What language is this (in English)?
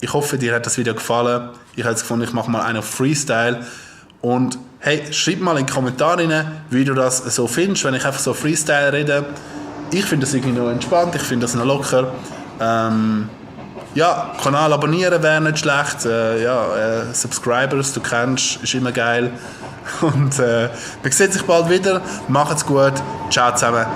Swiss German